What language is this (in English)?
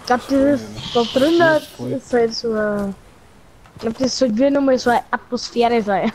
Bavarian